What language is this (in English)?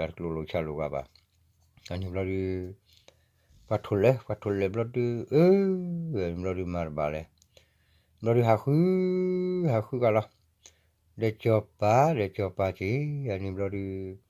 S'gaw Karen